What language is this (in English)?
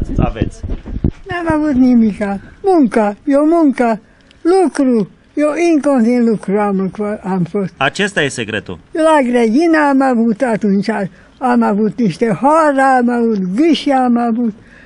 Romanian